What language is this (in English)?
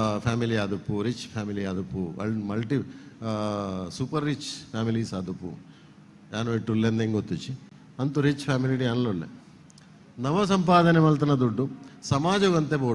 Tulu